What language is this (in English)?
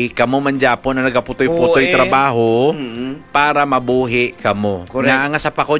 Hiligaynon